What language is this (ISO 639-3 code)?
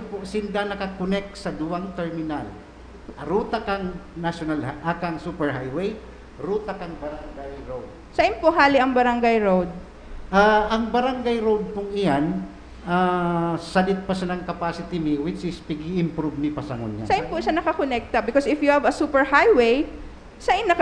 bik